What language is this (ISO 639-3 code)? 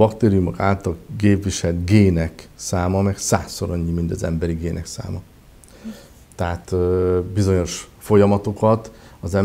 hun